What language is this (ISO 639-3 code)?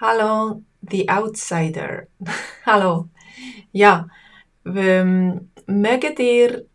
gsw